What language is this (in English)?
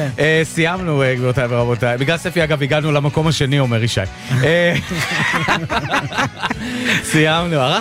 Hebrew